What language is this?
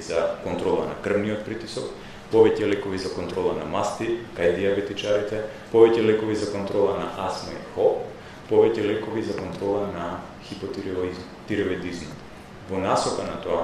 Macedonian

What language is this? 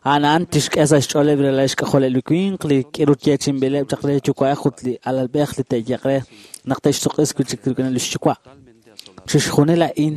Kekchí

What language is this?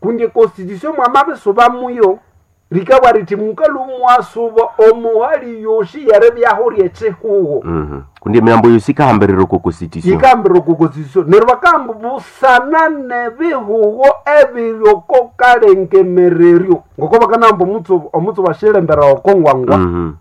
Nande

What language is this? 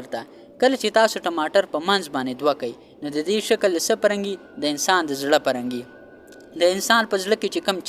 Pashto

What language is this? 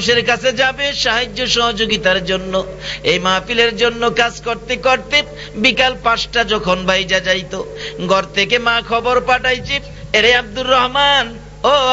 Bangla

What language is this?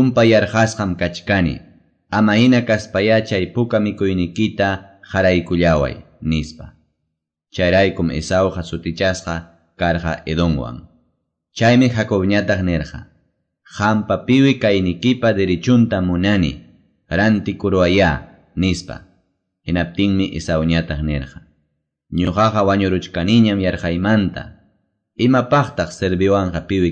Quechua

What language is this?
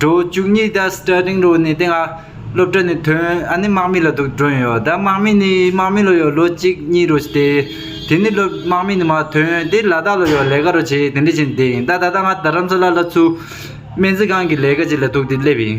Tibetan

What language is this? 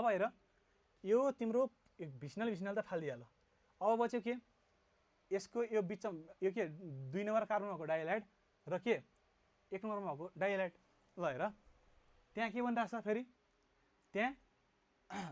Nepali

